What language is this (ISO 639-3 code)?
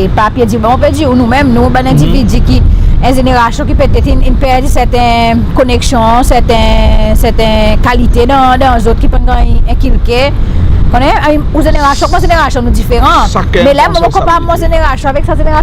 crs